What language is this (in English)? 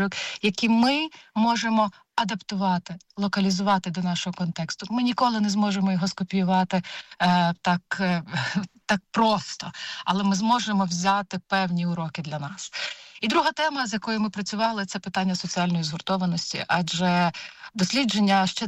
Ukrainian